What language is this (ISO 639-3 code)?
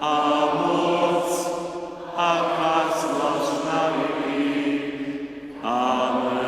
hsb